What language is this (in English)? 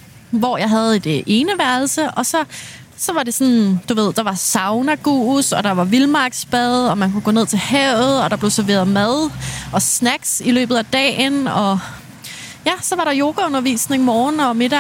Danish